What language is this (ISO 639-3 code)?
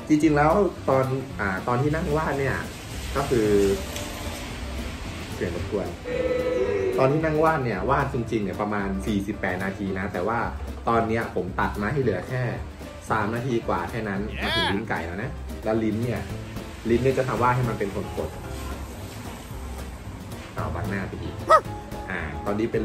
tha